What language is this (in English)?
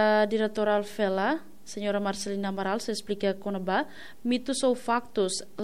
Tetum